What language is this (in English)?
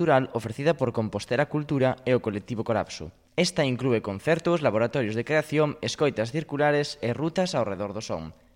Galician